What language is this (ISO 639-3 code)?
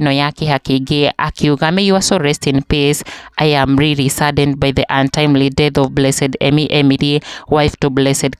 kik